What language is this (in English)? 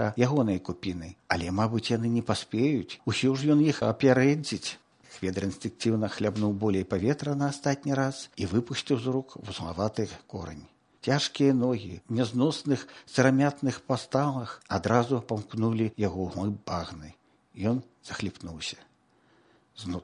Belarusian